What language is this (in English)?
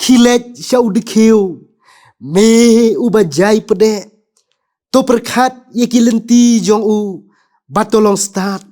Khasi